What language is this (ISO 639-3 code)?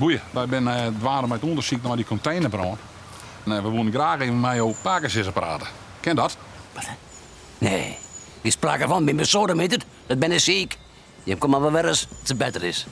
fry